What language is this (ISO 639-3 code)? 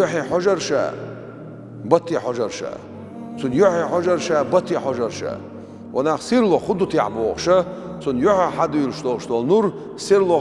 che